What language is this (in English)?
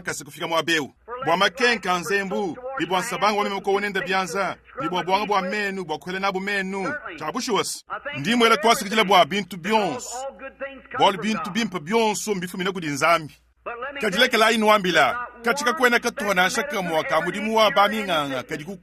Luba-Lulua